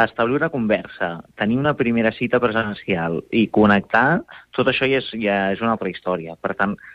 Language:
Catalan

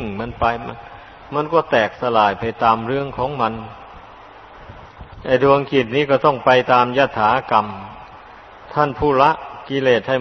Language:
Thai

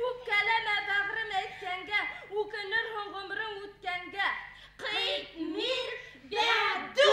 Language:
Bashkir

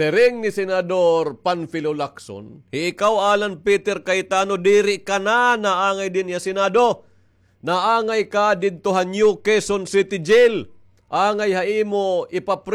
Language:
Waray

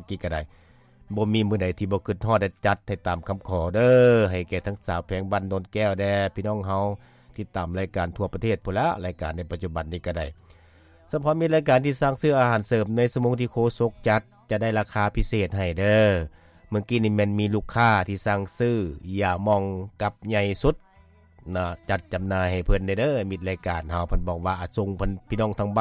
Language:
Lao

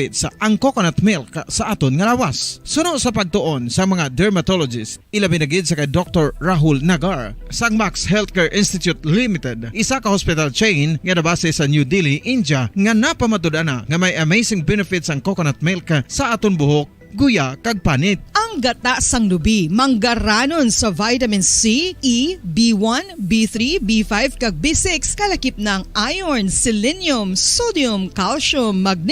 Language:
Hiligaynon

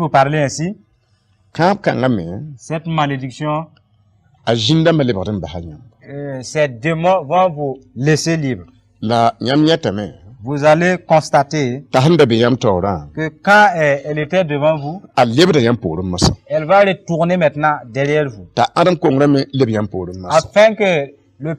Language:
Mossi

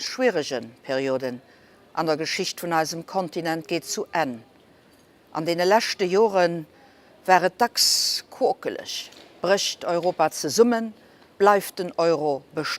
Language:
Luxembourgish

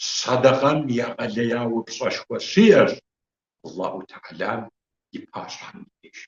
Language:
Kabardian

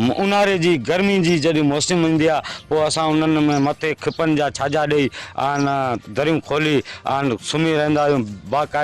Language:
Sindhi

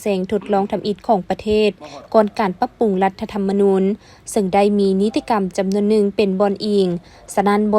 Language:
Lao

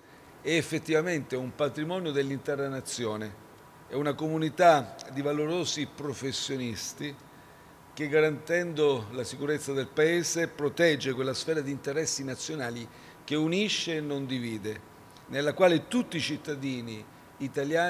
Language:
Italian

